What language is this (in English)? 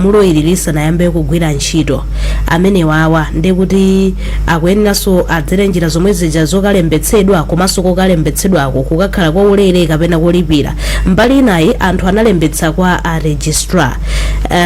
Nyanja